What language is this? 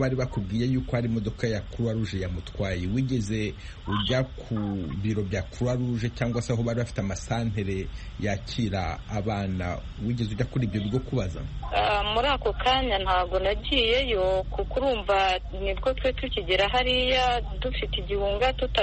Kinyarwanda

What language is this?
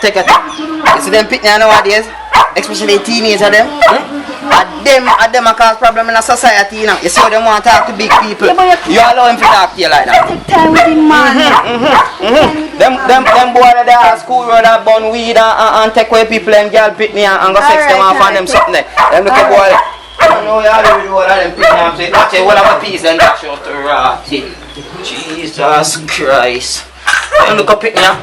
Jamaican Creole English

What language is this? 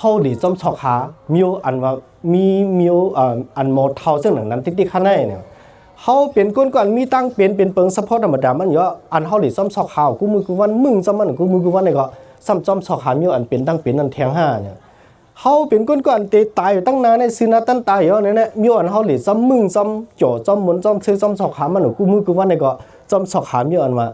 Shan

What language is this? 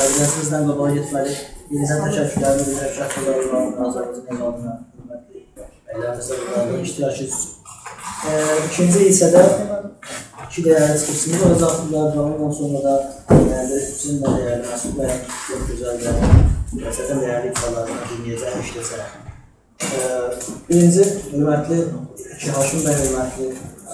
South Azerbaijani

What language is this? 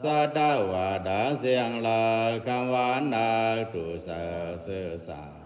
Pali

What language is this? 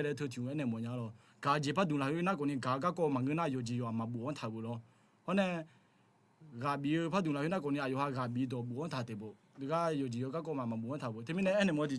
Akha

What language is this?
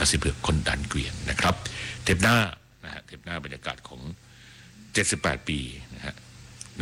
Thai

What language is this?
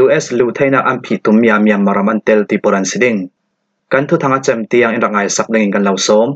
Falam Chin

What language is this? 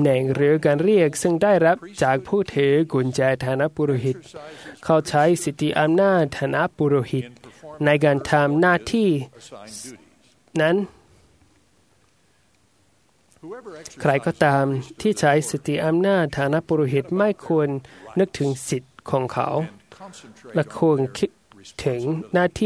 Thai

